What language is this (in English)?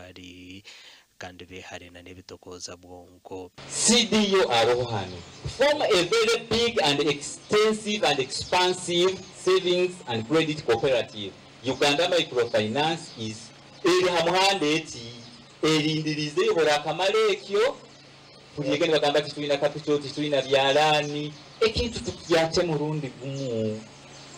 Nyankole